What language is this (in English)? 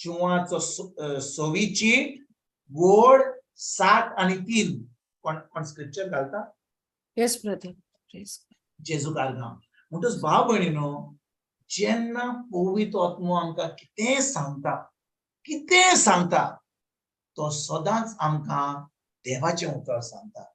Konkani